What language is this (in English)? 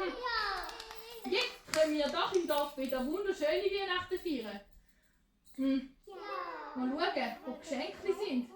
Swiss German